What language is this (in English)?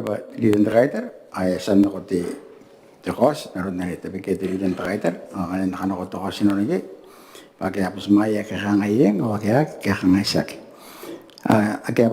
Gilbertese